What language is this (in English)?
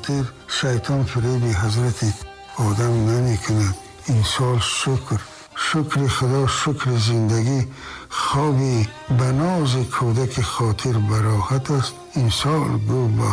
Tajik